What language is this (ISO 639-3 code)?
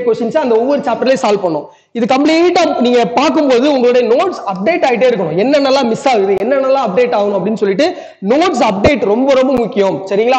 tam